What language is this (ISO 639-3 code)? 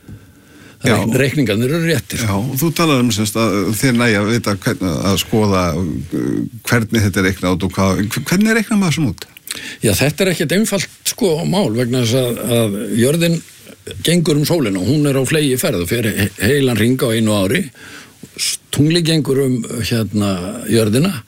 isl